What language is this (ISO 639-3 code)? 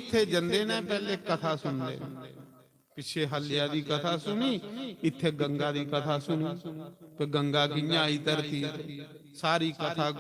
doi